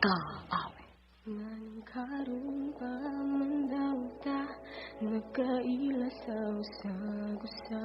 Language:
Cebuano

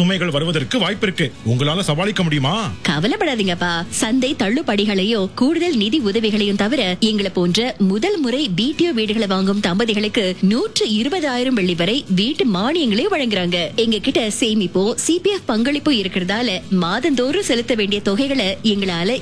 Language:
Tamil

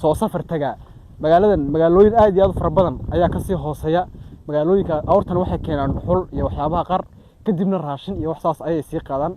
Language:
Somali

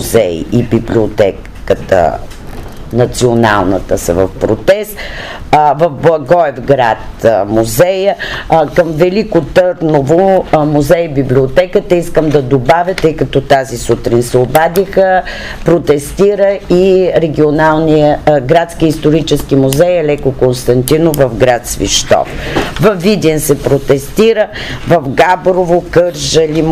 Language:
Bulgarian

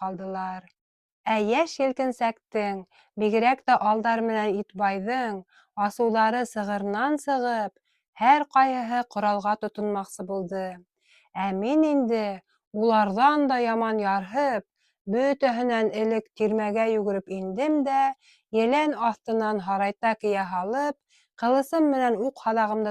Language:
Bashkir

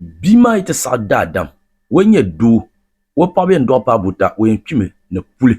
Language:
Dagbani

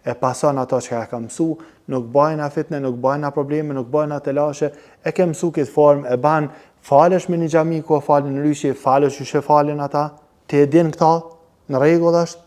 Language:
Albanian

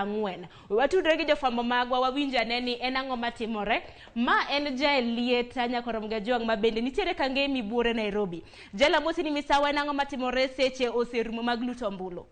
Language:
Luo (Kenya and Tanzania)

